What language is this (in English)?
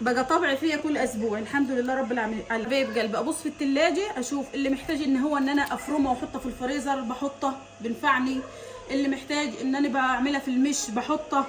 Egyptian Arabic